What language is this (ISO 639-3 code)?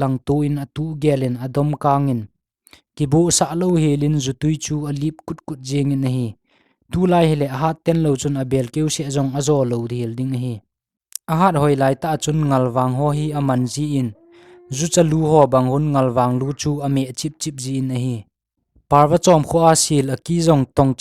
tcz